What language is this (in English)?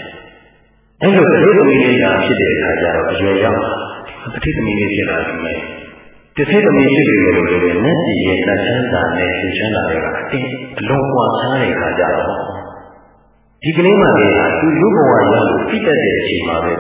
Burmese